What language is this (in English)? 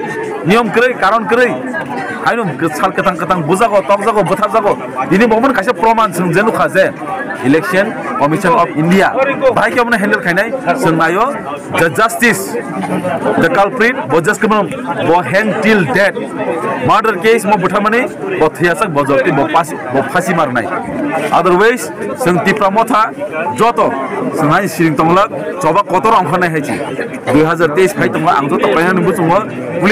Kok Borok